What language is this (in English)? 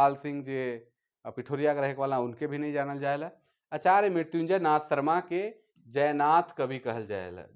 Sadri